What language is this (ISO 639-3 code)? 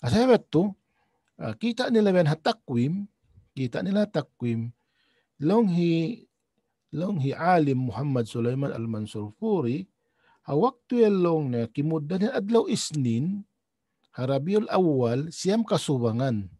tsg